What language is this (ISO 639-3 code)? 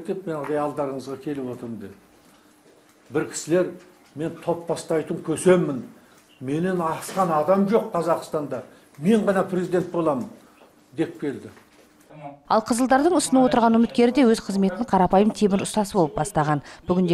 kaz